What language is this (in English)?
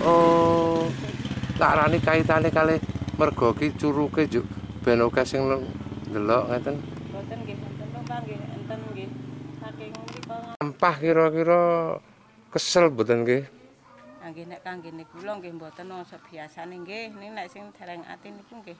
Javanese